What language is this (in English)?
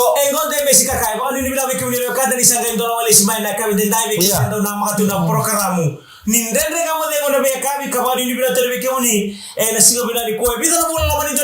Fijian